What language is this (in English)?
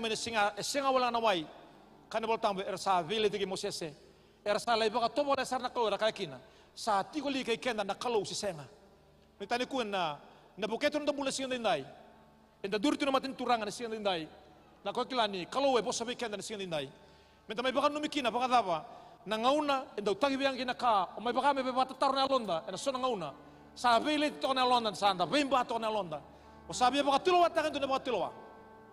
Fijian